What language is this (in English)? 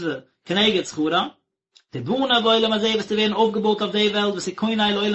Yiddish